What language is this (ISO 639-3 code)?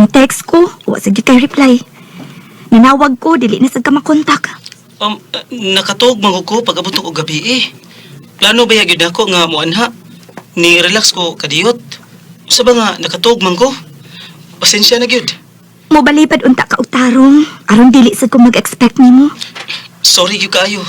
ceb